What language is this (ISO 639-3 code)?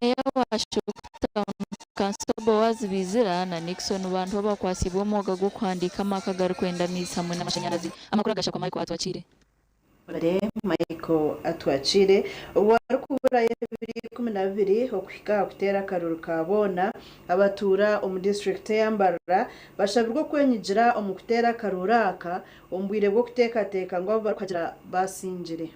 nyn